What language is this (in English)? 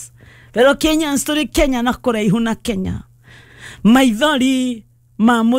Kikuyu